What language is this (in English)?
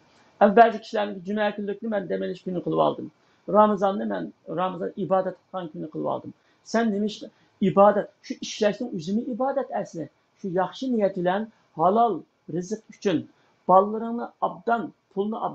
Uyghur